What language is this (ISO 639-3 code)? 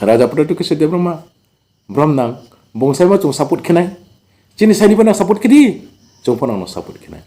ria